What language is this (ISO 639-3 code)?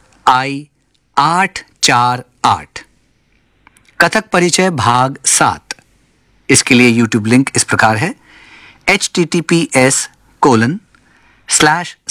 hin